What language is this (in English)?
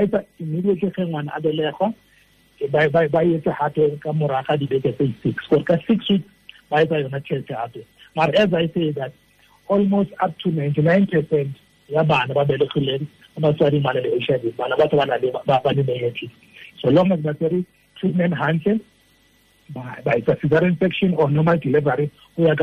Tswana